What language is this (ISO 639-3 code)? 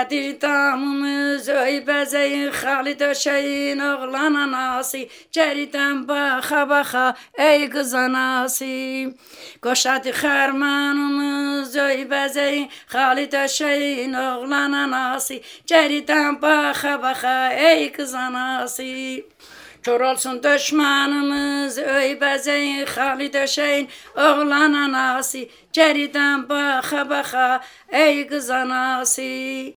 aze